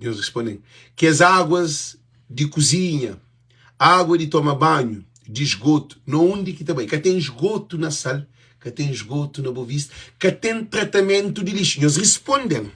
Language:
Kabuverdianu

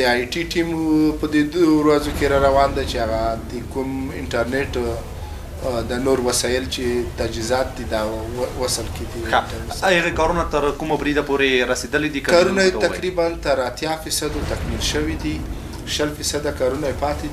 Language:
Pashto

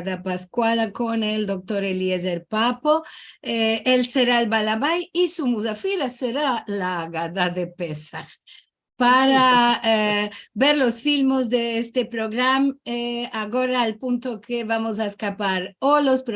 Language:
Ladino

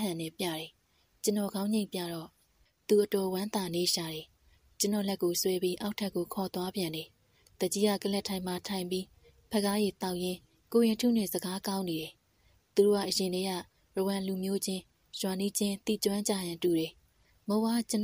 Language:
Burmese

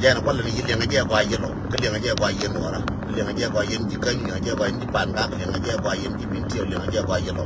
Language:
Nuer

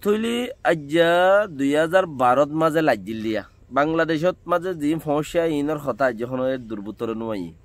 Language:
Rohingya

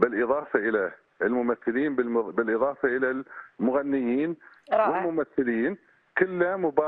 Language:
Arabic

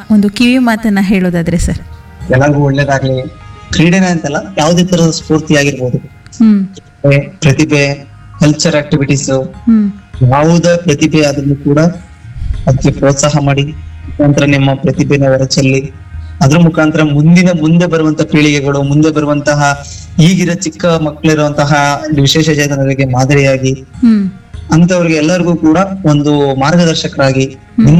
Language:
Kannada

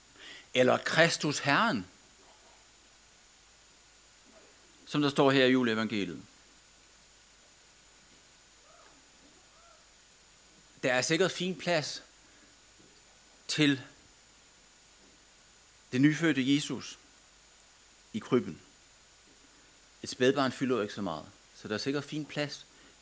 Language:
Danish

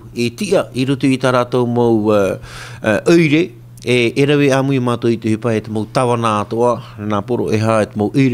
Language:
Tahitian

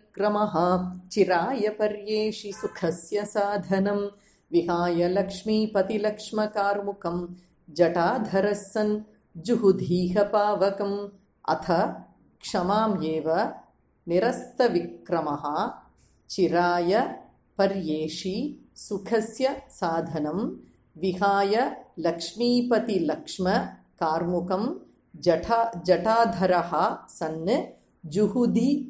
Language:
Sanskrit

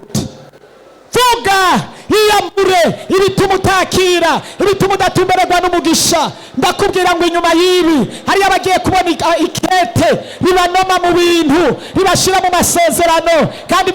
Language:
Rundi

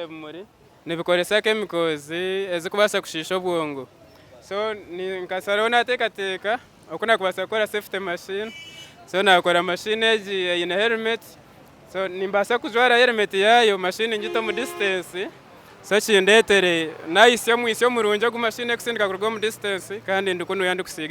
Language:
Nyankole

